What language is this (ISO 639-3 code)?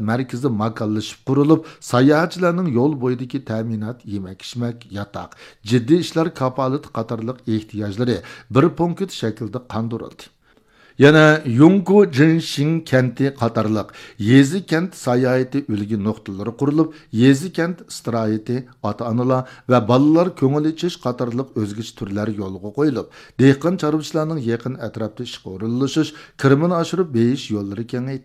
uig